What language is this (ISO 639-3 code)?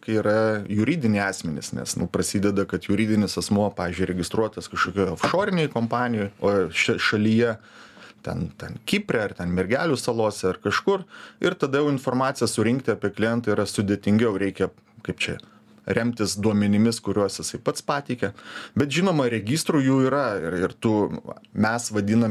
lit